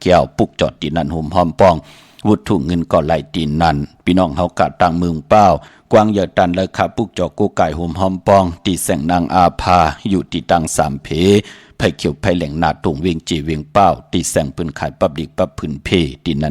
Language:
Shan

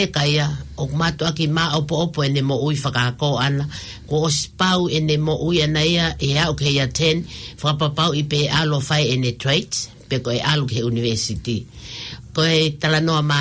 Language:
Tongan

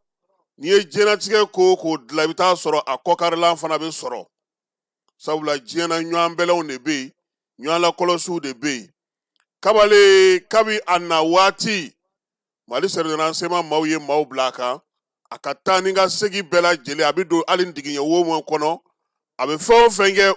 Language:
Bambara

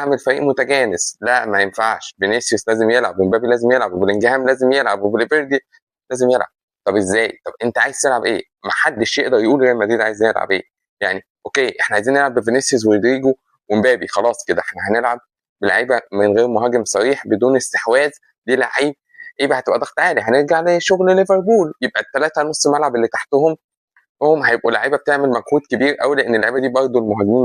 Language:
Egyptian Arabic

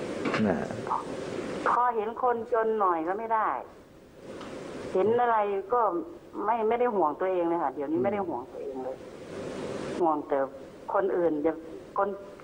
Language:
Thai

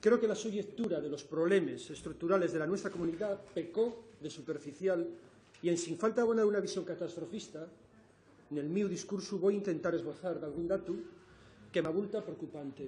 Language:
Asturian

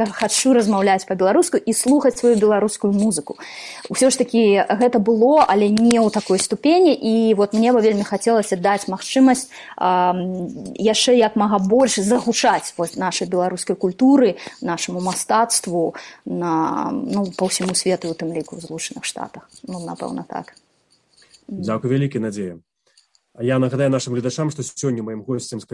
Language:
Belarusian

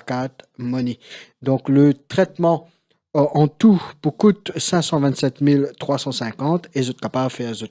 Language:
Morisyen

